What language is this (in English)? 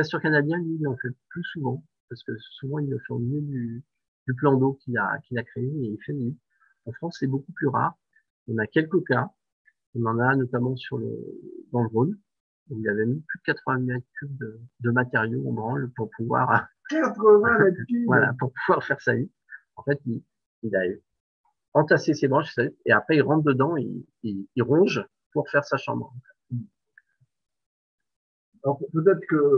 French